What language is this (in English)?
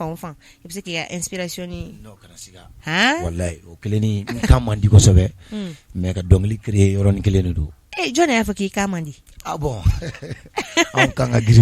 Bambara